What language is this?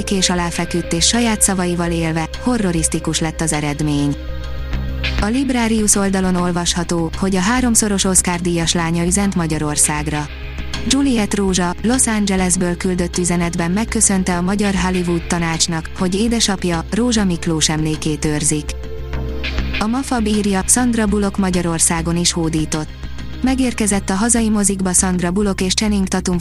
Hungarian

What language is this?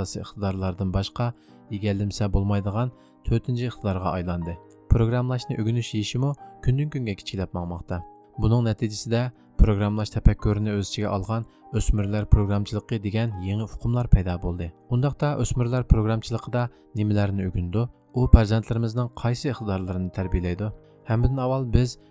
Uyghur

